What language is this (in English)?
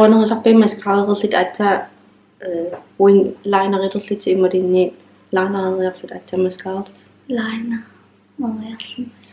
Kalaallisut